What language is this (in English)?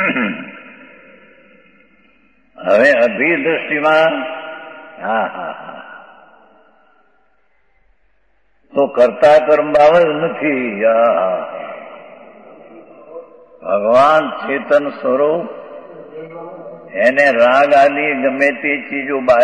Gujarati